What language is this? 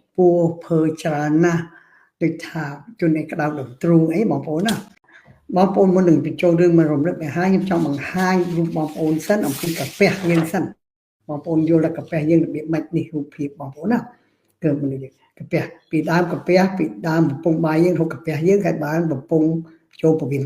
Khmer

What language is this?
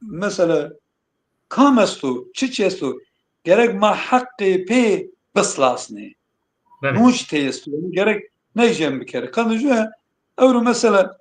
Zaza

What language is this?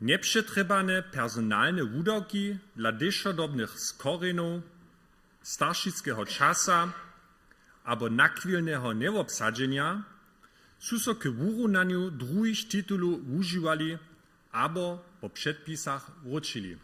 Upper Sorbian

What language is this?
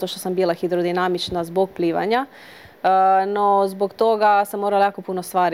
Croatian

